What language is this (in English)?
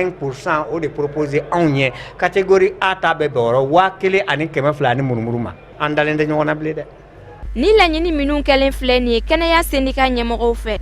Bambara